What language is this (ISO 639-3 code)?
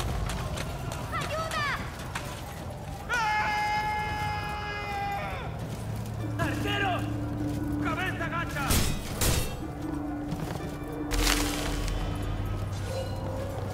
spa